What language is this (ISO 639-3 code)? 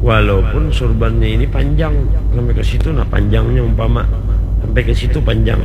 bjn